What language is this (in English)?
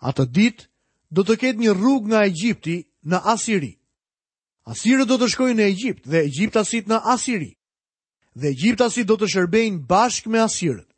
Albanian